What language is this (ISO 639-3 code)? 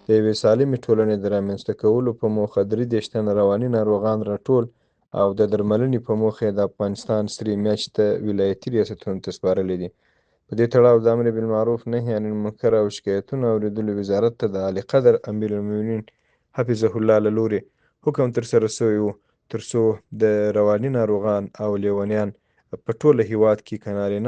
pus